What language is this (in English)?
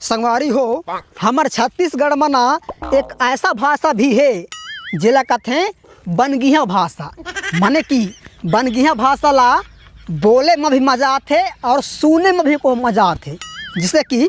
Chhattisgarhi